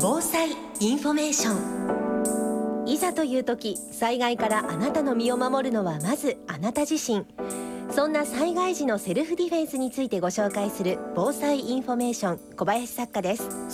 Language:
Japanese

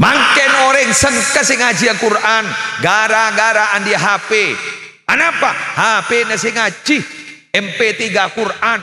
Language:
Madurese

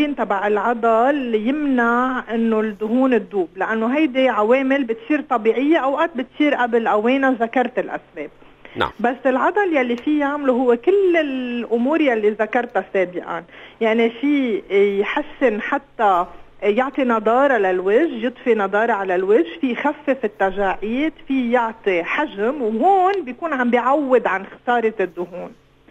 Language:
North Levantine Arabic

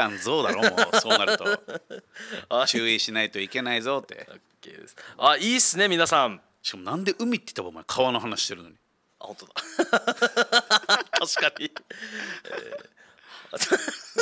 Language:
Japanese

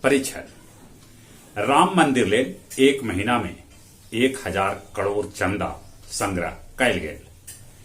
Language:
Magahi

